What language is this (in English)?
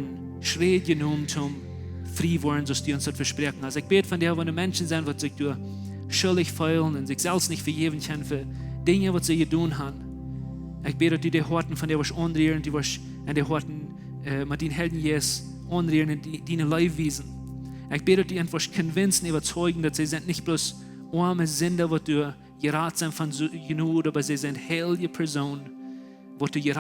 Plautdietsch